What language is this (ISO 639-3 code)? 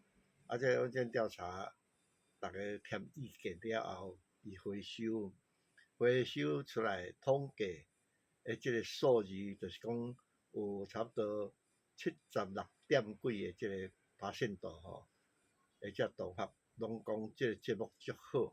nan